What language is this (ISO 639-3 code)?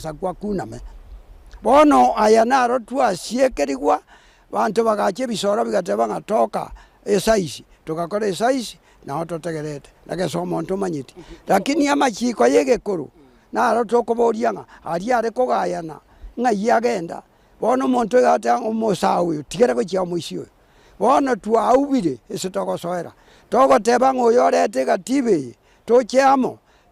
guz